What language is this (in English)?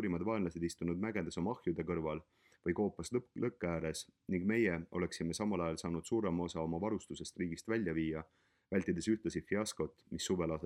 Estonian